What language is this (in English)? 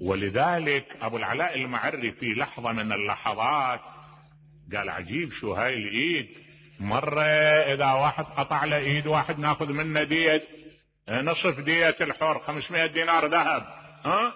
Mesopotamian Arabic